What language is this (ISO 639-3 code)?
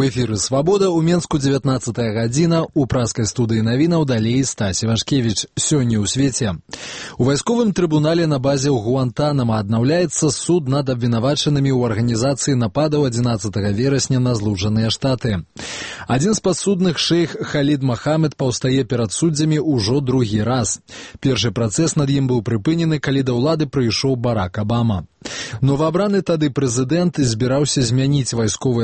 bel